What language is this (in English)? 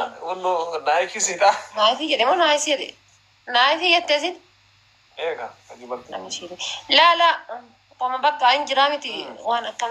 Oromo